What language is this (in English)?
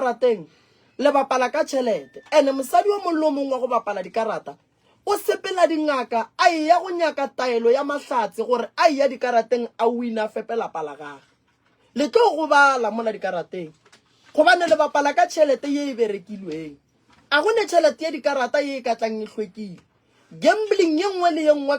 Northern Sotho